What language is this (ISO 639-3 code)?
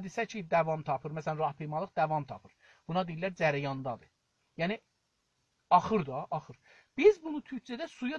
azb